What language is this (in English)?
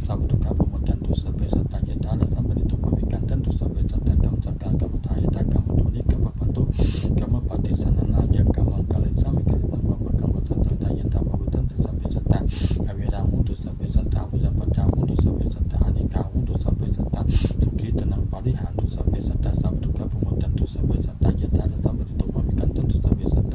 Pali